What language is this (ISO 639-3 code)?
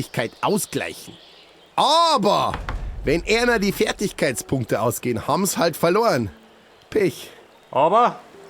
bar